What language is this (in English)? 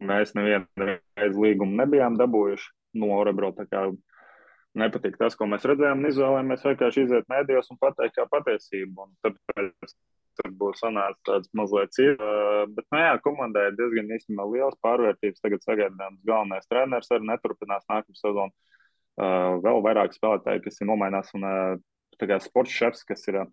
Latvian